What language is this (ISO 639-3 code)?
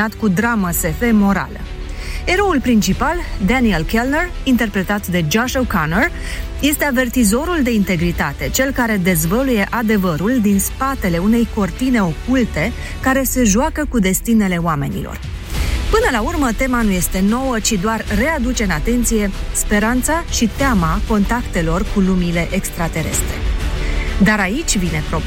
ron